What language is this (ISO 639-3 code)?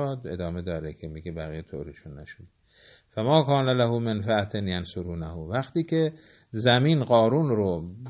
fas